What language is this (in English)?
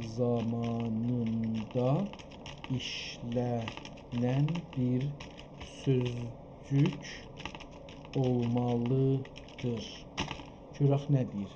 South Azerbaijani